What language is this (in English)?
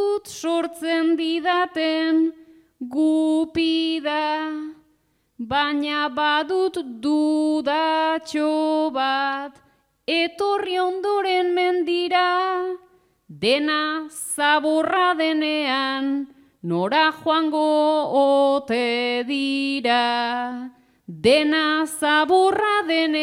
Basque